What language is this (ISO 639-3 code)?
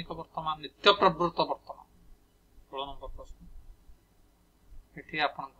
ori